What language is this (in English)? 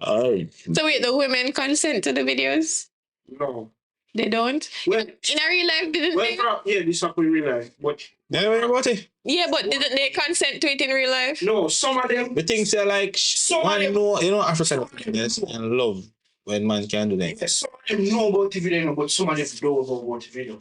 Jamaican Creole English